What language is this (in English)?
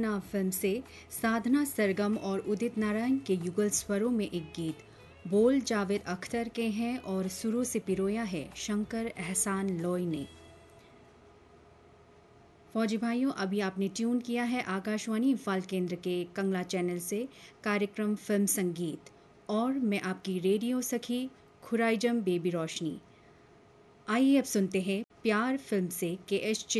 Hindi